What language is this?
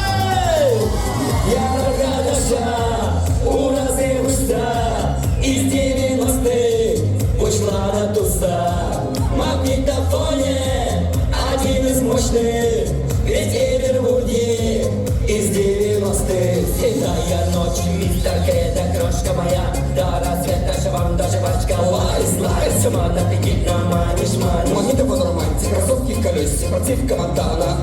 Chuvash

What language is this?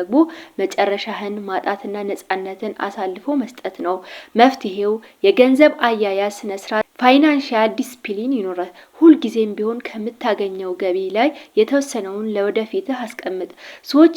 Amharic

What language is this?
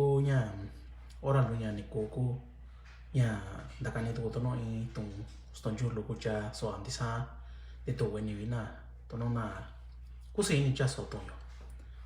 Mixtepec Mixtec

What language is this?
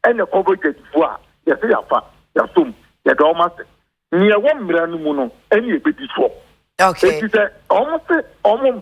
Akan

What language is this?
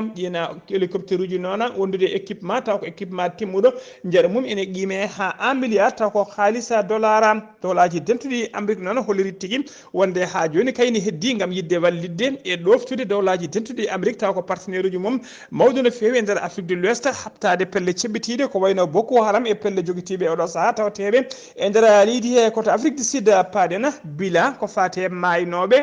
Fula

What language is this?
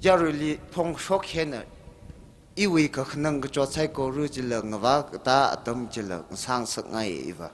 Tangkhul Naga (India)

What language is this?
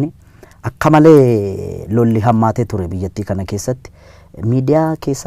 Oromo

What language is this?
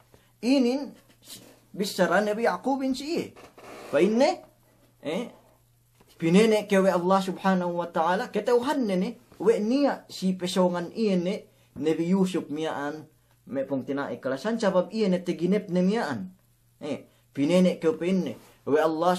Yakan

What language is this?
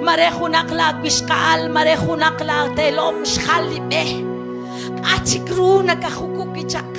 Kekchí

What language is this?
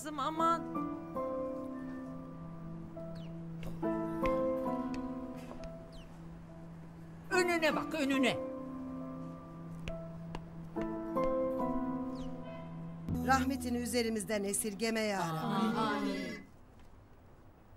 Turkish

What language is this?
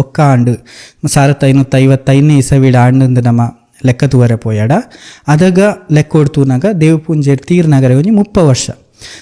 Tulu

